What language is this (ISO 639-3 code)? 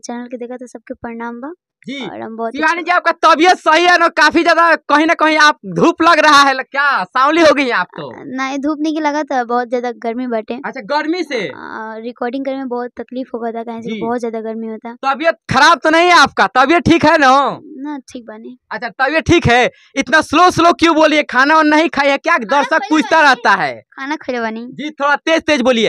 bho